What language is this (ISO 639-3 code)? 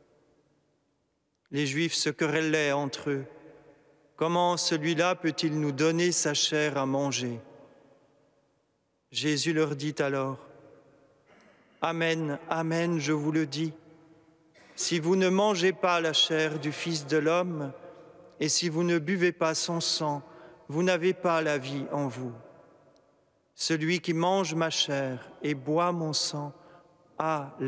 fra